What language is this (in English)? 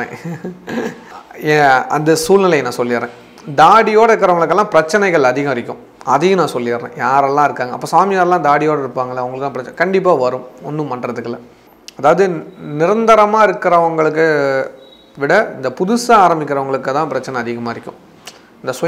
Tamil